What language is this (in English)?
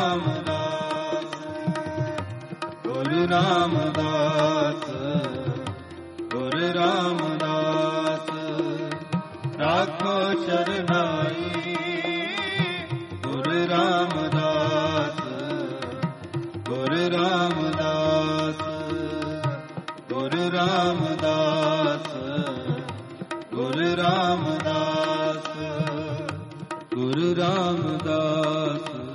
Punjabi